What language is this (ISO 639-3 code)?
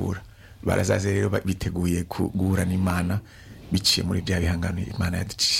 kin